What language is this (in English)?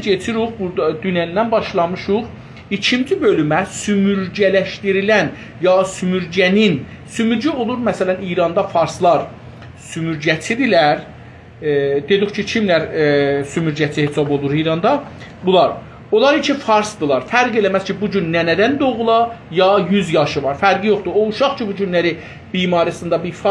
South Azerbaijani